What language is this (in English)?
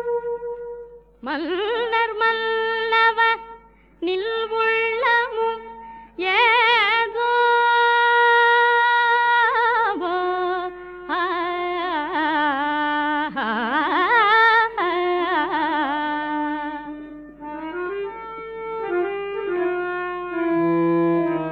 Tamil